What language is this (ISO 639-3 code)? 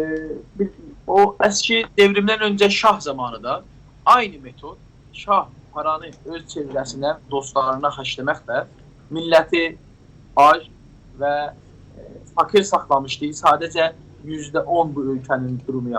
azb